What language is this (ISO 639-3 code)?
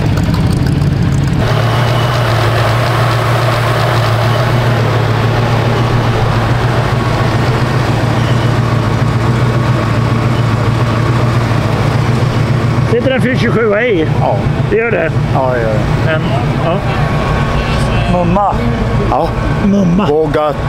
swe